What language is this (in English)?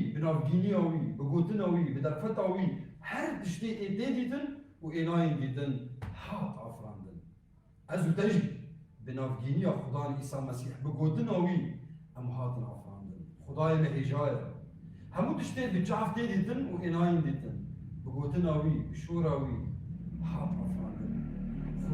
Kurdish